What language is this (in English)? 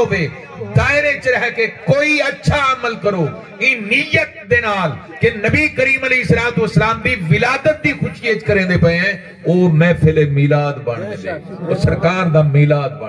Saraiki